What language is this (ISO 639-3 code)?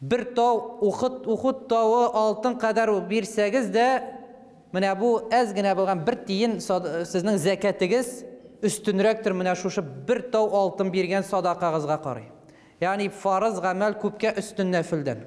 tat